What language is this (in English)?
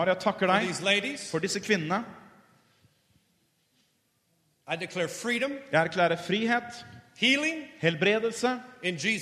Norwegian